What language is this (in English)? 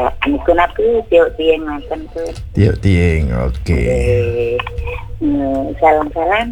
Balinese